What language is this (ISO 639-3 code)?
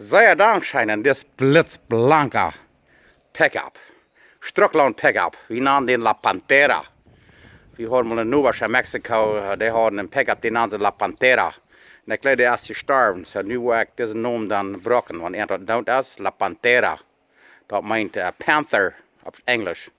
pdt